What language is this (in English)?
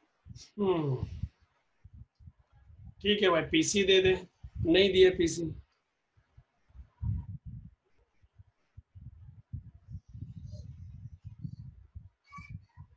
Hindi